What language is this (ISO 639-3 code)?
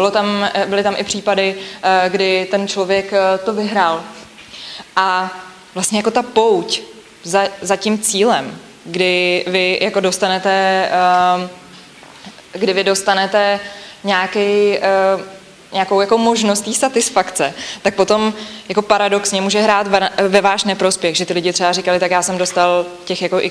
ces